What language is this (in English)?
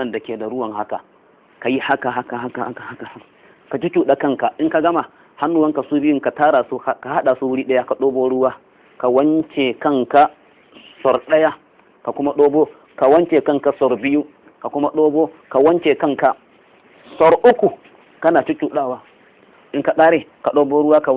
Hausa